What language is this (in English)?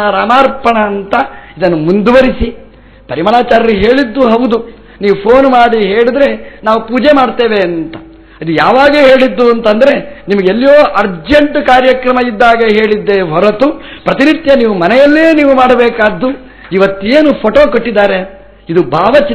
Kannada